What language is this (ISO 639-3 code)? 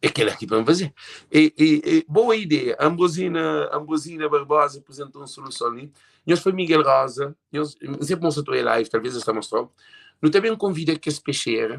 kea